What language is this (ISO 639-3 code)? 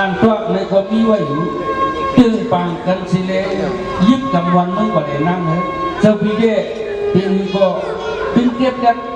shn